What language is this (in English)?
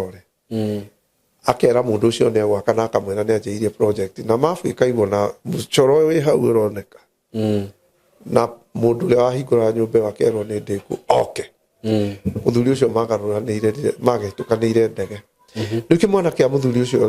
Kikuyu